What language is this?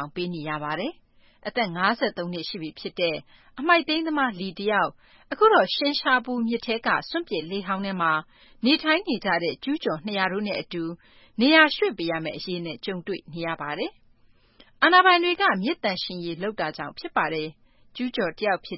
Burmese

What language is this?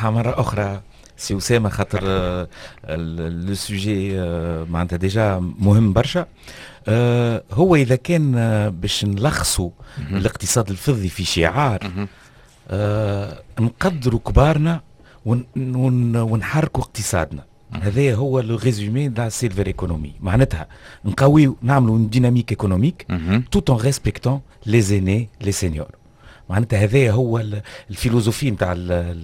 Tunisian Arabic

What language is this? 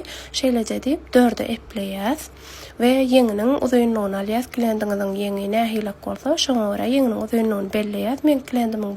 Turkmen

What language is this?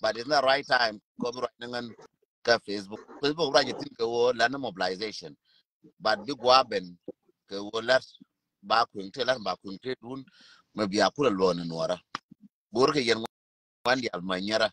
Nuer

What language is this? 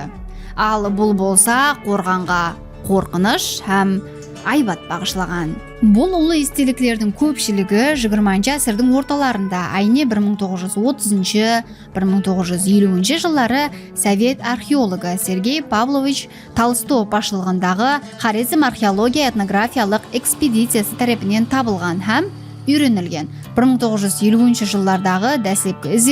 Kara-Kalpak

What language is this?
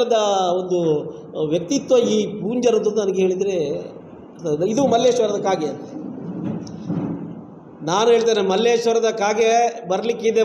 Kannada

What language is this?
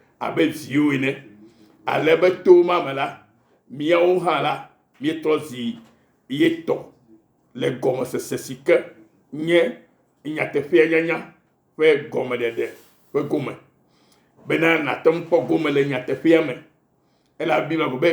Ewe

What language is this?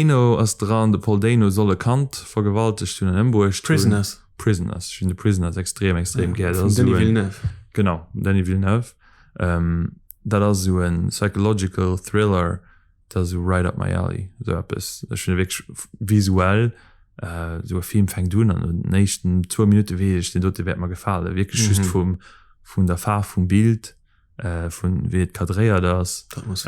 Luxembourgish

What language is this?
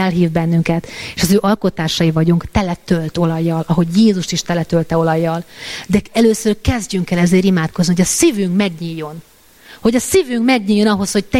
Hungarian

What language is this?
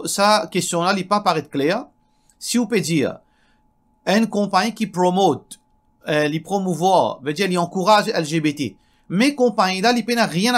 Morisyen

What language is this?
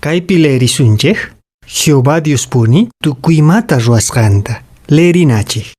Quechua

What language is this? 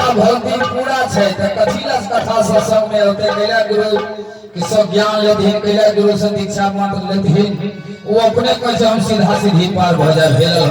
Maithili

